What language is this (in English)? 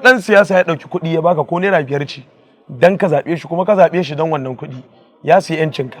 Hausa